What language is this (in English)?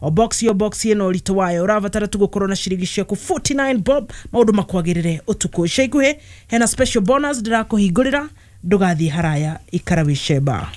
Kikuyu